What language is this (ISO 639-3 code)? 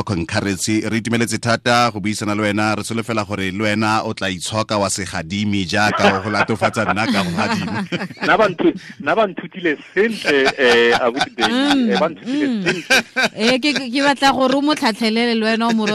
tsn